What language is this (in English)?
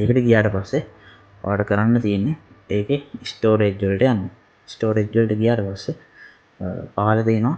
Sinhala